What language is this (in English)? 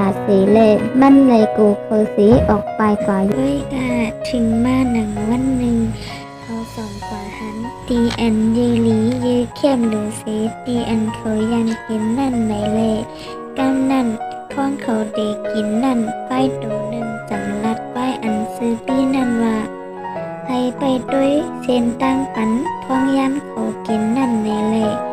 Shan